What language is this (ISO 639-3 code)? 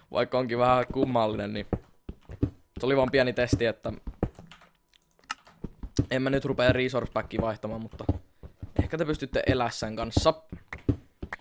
fin